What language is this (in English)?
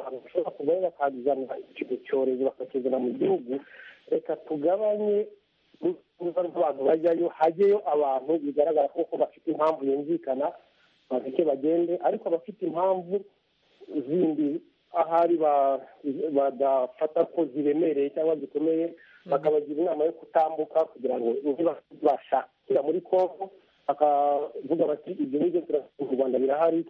Kinyarwanda